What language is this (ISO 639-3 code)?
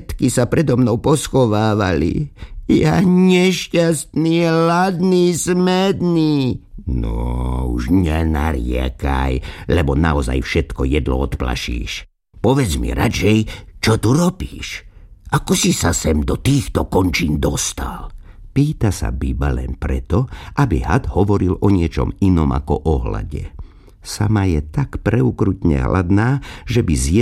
slk